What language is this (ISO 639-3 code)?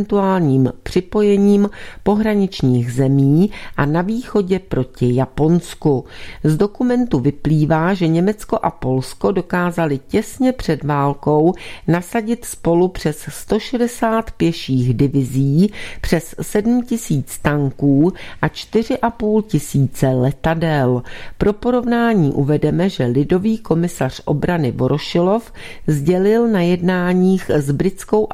ces